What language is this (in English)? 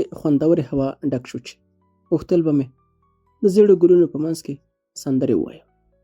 Pashto